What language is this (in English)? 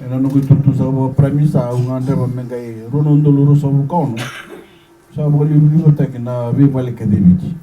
Fijian